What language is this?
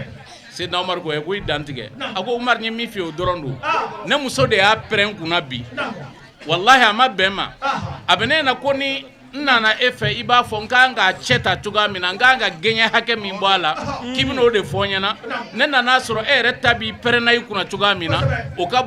Bambara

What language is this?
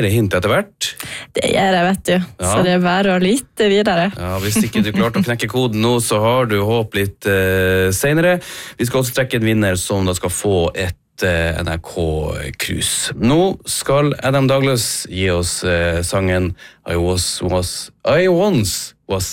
Norwegian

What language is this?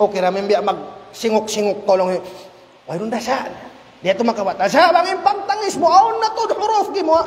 Tausug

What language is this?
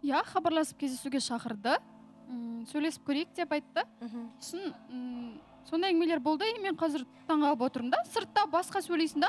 Kazakh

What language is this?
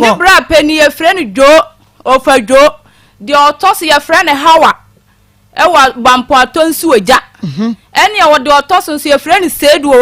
Akan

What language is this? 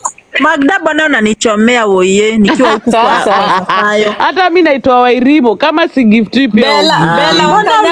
Swahili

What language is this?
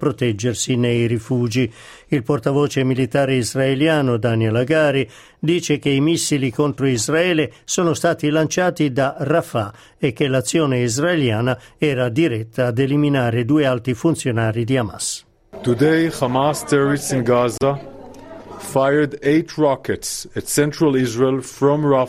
Italian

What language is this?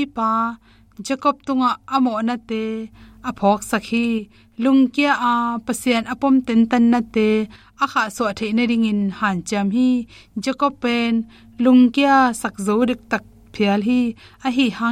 Tedim Chin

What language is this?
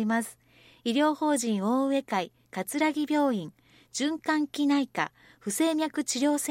Japanese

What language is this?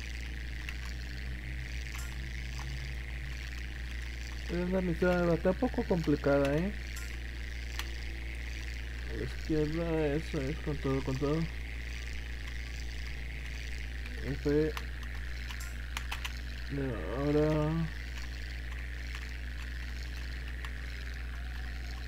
Spanish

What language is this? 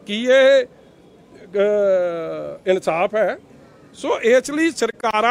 Punjabi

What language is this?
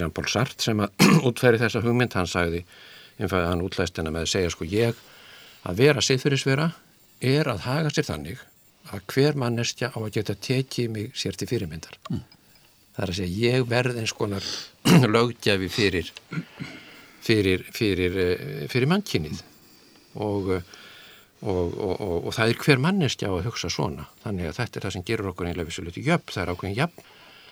Icelandic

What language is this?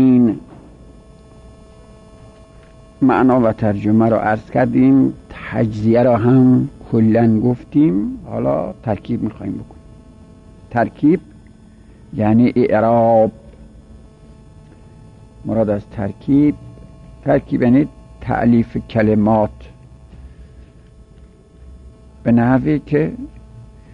Persian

